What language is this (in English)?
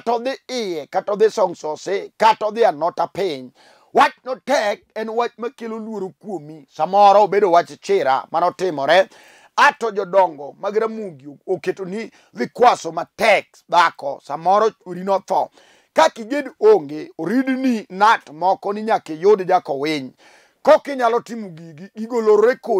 Luo (Kenya and Tanzania)